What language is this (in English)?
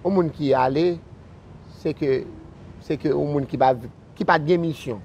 Haitian Creole